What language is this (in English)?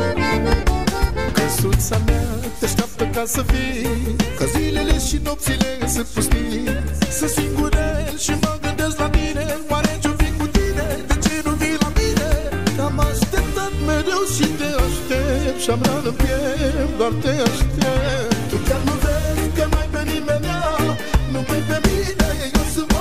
Romanian